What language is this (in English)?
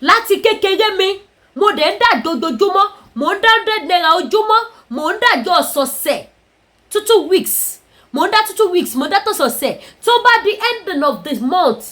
Yoruba